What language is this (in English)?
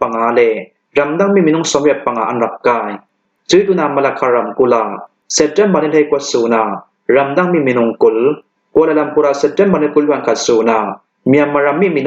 Hakha Chin